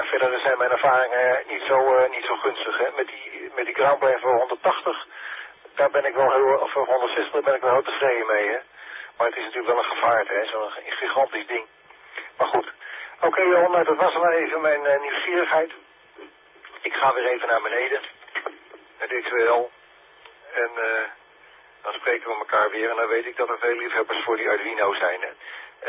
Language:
Dutch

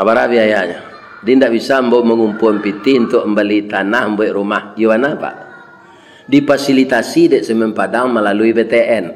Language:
Minangkabau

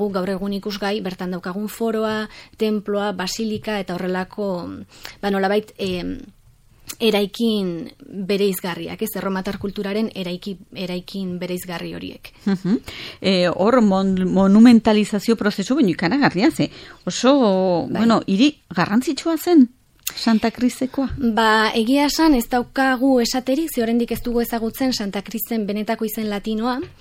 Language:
Basque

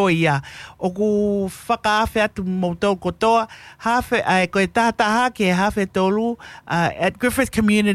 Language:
Tongan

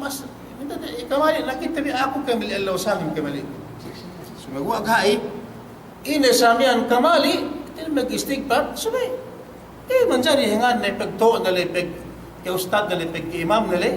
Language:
Yakan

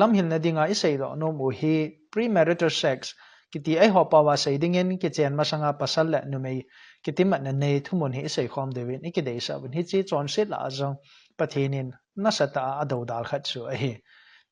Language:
Thado Chin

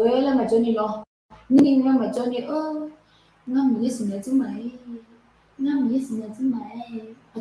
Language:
Akha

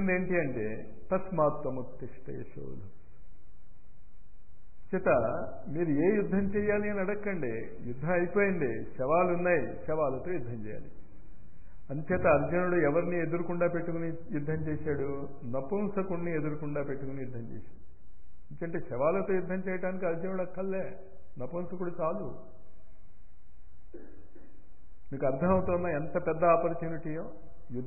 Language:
Telugu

